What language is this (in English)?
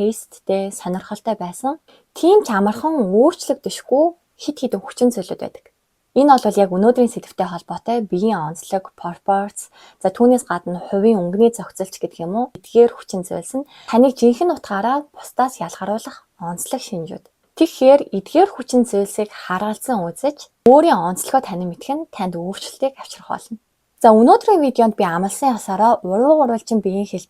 Mongolian